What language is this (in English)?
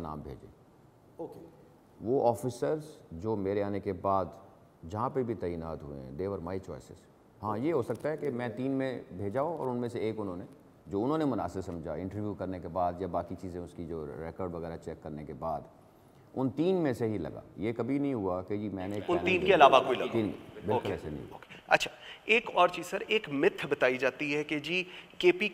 Urdu